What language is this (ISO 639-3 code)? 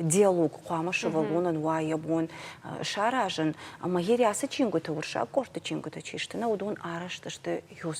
oss